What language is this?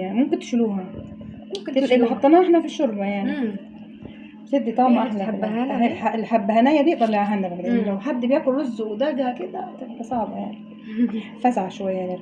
Egyptian Arabic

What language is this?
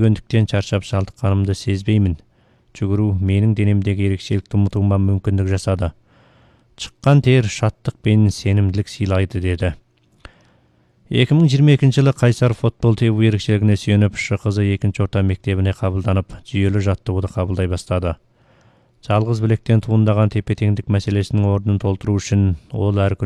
Kazakh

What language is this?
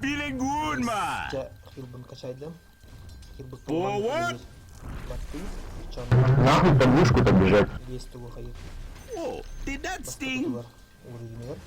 Yakut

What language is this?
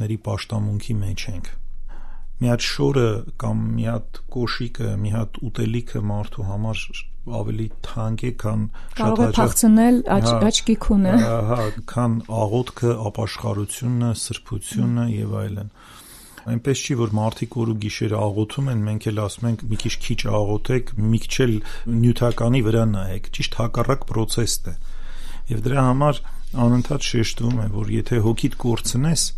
Armenian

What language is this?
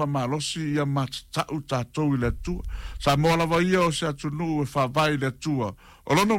Samoan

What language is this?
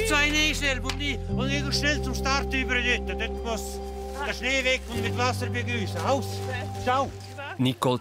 Swiss German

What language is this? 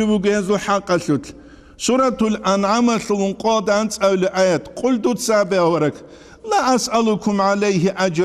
Avaric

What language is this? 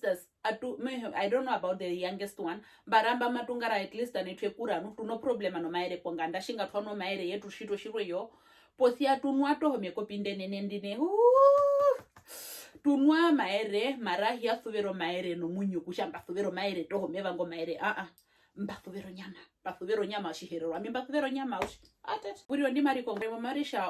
Herero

